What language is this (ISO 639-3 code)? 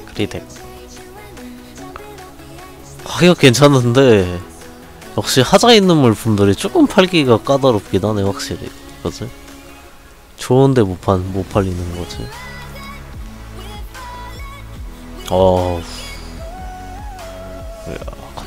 kor